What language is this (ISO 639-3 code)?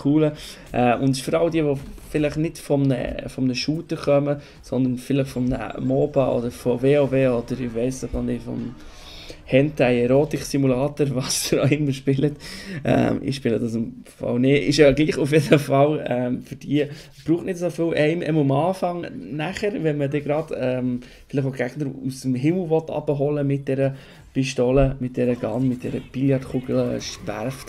gsw